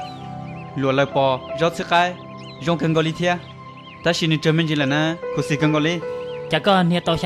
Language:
Hmong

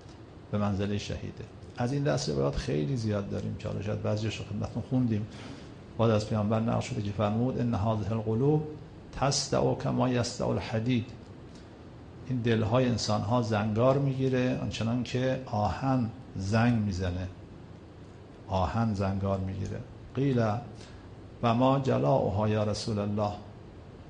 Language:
Persian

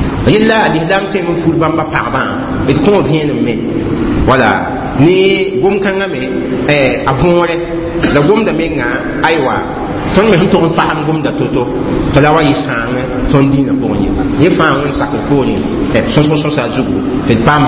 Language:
Mossi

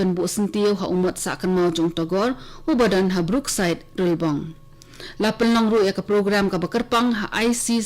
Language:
Khasi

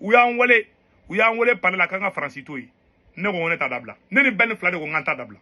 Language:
Bambara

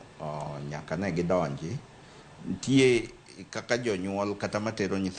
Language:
Luo (Kenya and Tanzania)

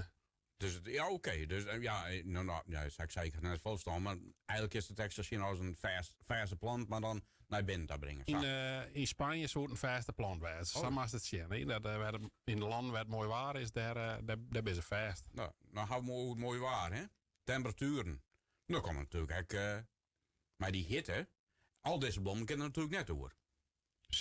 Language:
Western Frisian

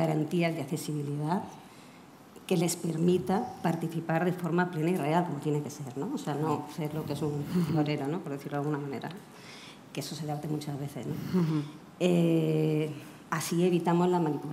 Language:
Spanish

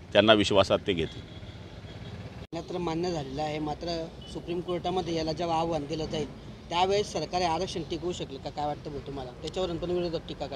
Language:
Marathi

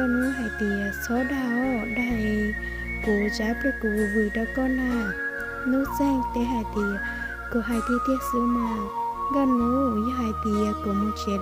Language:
Hmong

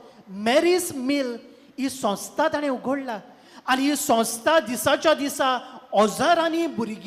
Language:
Konkani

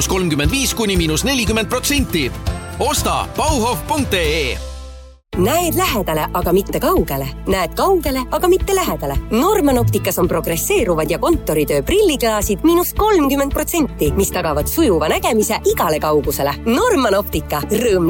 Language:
Estonian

